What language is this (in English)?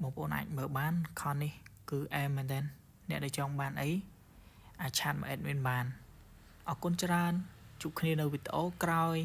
Khmer